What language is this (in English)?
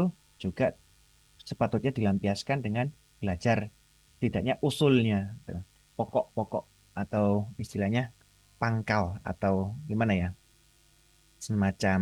Indonesian